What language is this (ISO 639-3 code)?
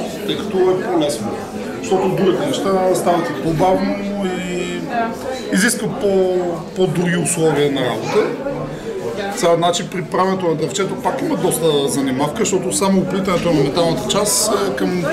bul